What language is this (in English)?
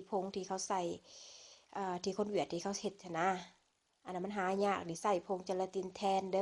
Lao